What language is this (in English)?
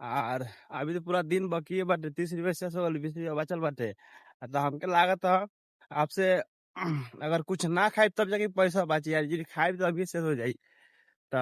Bhojpuri